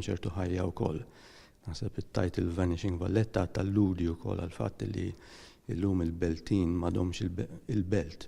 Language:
Maltese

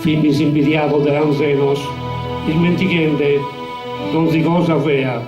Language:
Sardinian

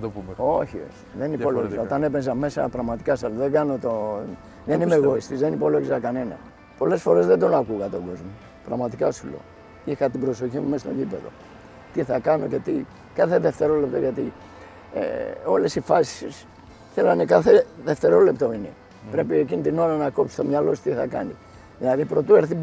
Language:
Greek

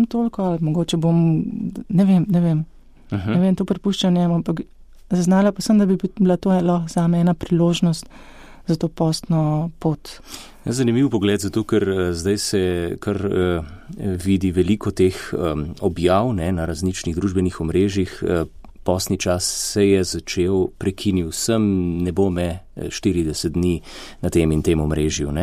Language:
Slovenian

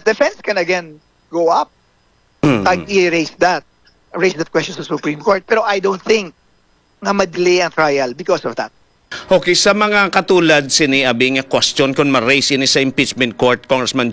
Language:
Hiligaynon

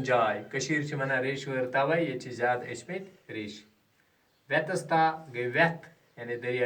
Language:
Kashmiri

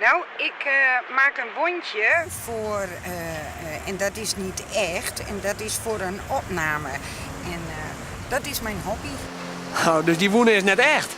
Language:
Western Frisian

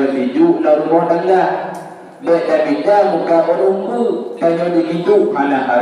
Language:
Achinese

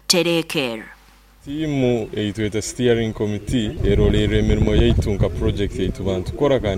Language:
Nyoro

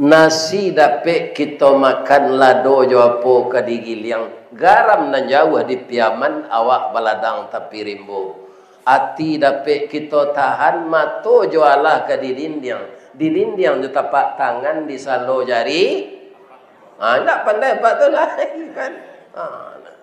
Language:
Minangkabau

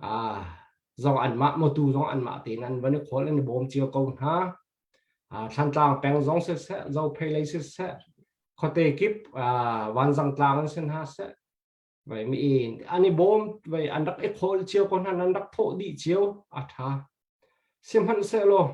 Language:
Hakha Chin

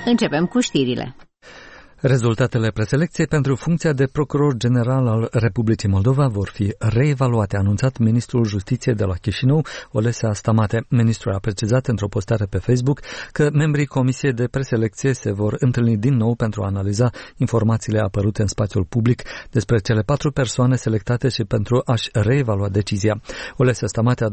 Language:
Romanian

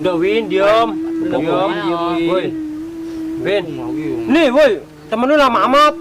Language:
Betawi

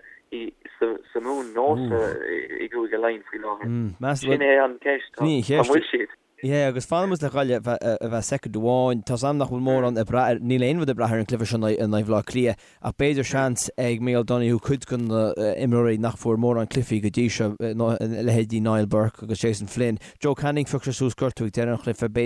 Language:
Irish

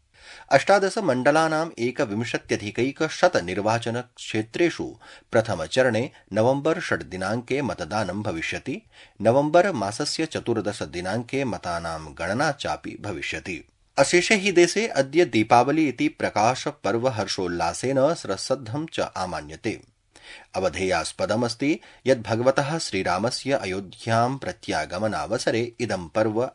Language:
Sanskrit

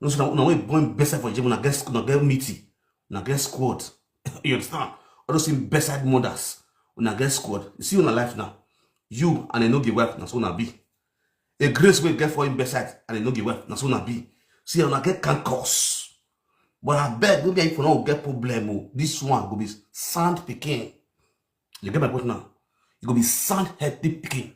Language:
Nigerian Pidgin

